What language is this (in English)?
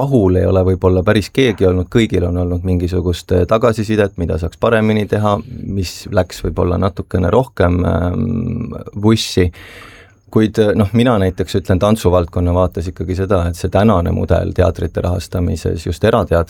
Estonian